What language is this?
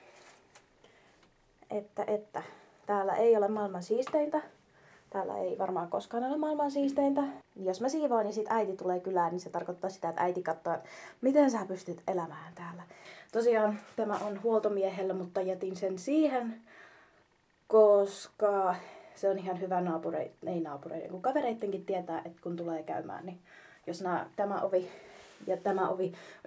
Finnish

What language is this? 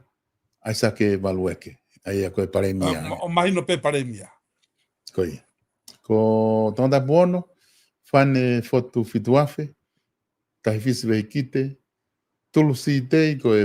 Tongan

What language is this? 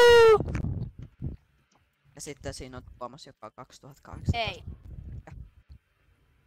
Finnish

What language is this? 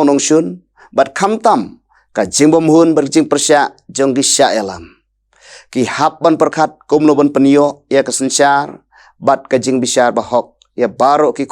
Khasi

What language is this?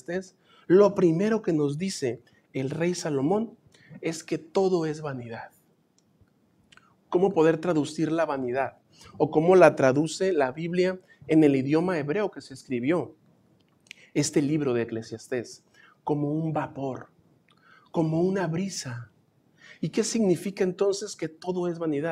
Spanish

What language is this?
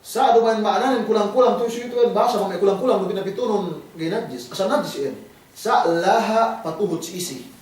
Yakan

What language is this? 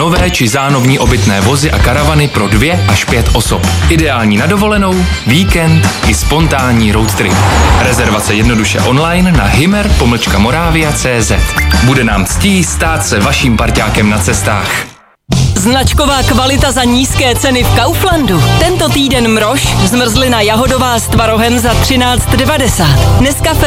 Czech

